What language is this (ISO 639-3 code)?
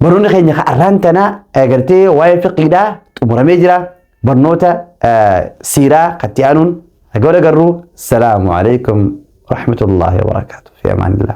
orm